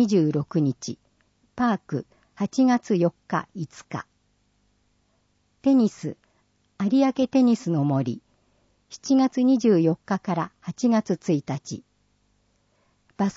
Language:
Japanese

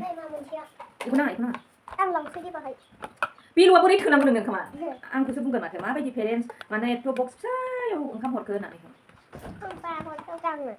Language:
Bodo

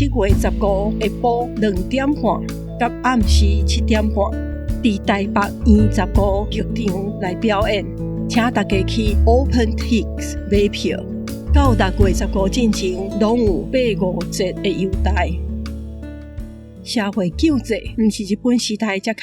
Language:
Min Nan Chinese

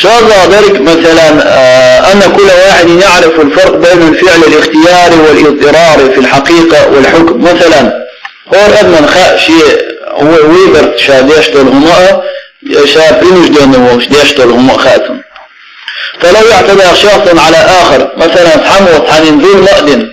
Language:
Chechen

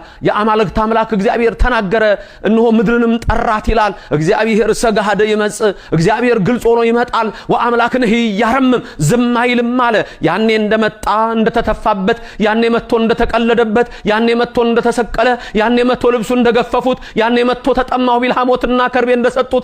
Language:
Amharic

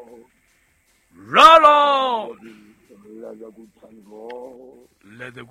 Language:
Southern Sotho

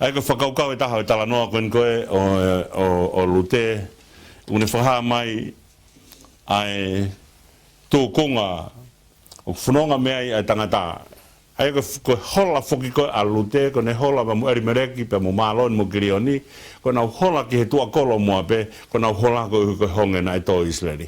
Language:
Tongan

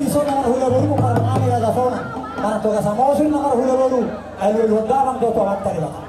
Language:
Batak Toba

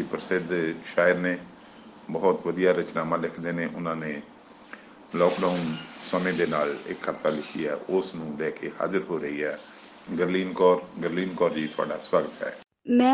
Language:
Punjabi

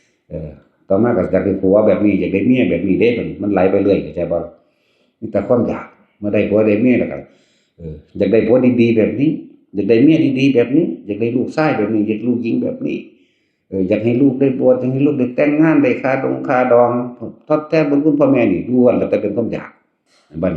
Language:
Northeastern Thai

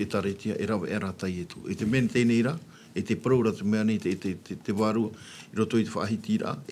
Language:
Tahitian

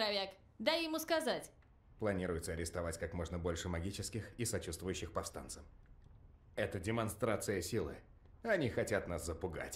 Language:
Russian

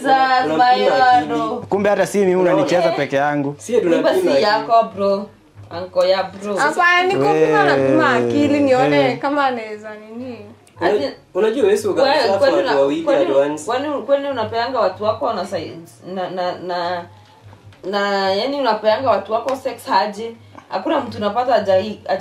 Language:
Swahili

